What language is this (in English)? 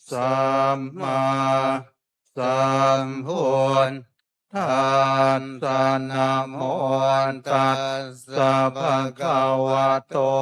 Pali